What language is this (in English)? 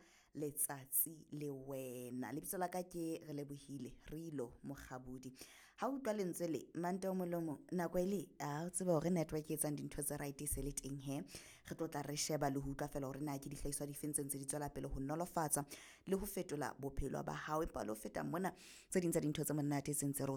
Southern Sotho